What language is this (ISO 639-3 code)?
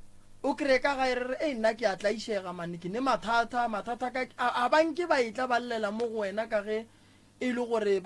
nso